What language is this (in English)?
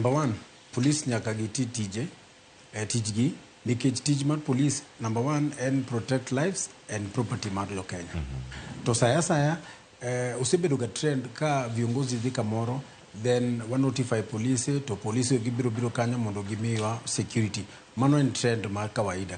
Luo (Kenya and Tanzania)